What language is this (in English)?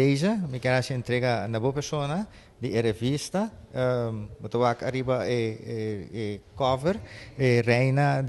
Papiamento